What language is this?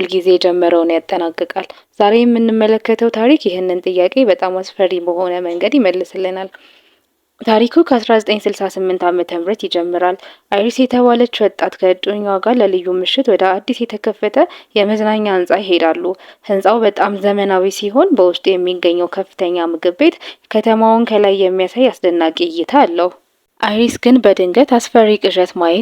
Amharic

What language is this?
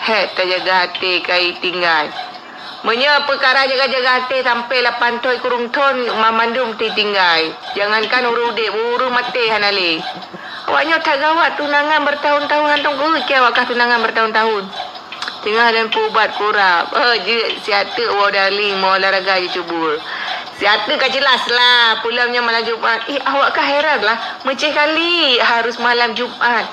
Achinese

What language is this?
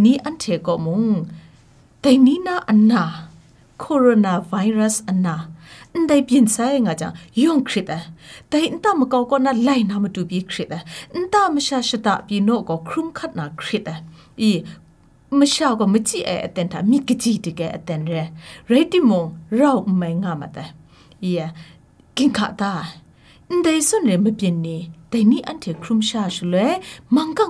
Kachin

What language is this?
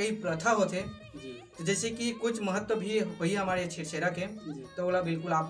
Chhattisgarhi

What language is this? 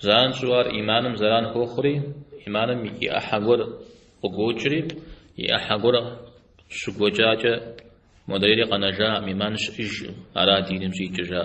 Kabardian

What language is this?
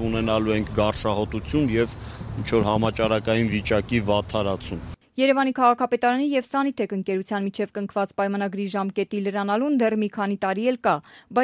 Armenian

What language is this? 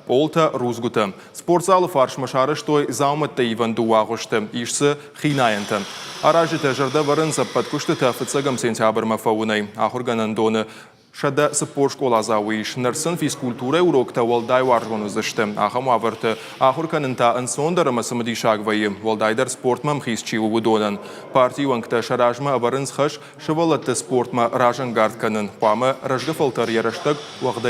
Ossetic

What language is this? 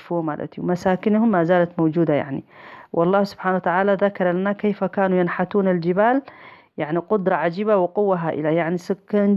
Tigrinya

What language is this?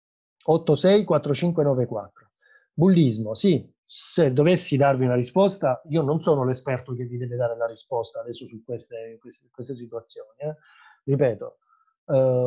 Italian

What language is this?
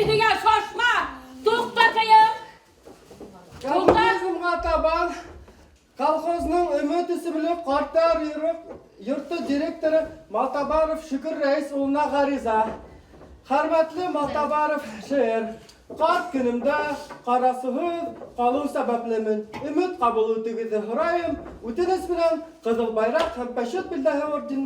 Bashkir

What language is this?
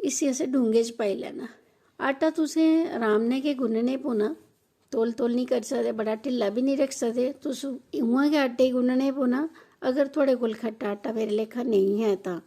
Dogri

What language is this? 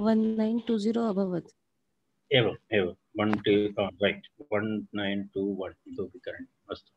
Sanskrit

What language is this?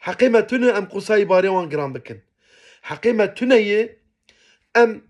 Kurdish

